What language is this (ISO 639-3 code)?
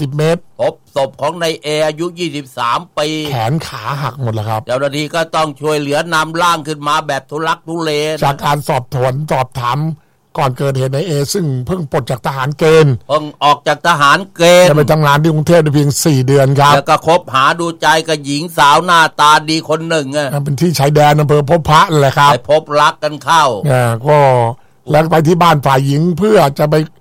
tha